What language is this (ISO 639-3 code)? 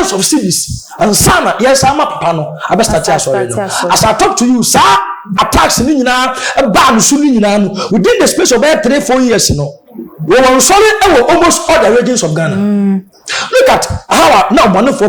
aka